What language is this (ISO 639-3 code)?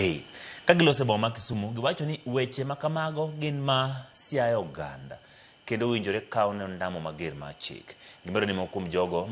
luo